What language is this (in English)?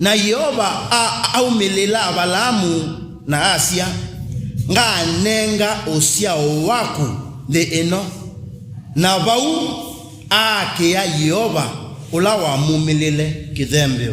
Kamba